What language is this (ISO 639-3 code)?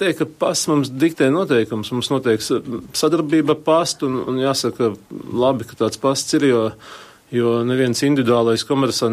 lav